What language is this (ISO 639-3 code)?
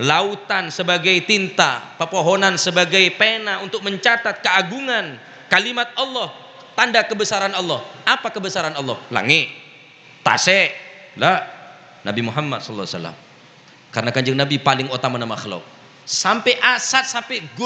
mad